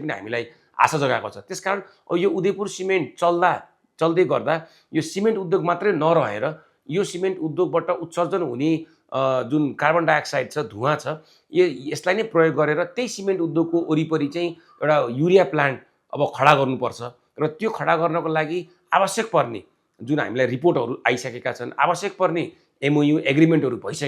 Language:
Nepali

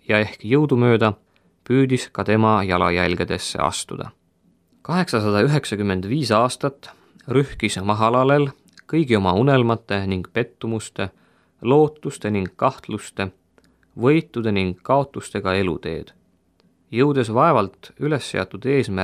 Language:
Estonian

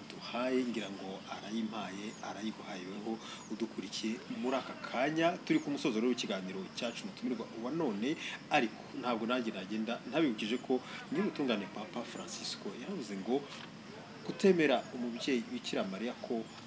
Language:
Kinyarwanda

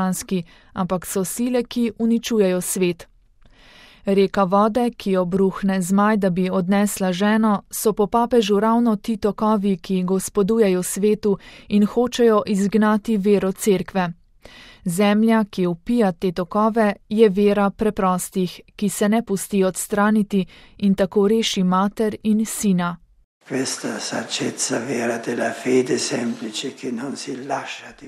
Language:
Slovenian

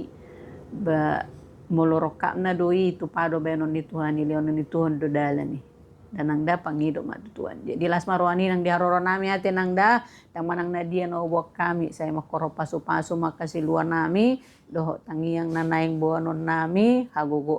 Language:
Batak Toba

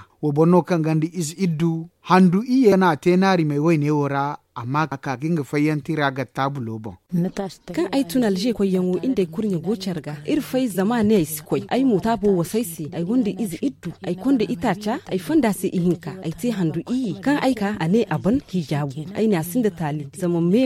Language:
Zarma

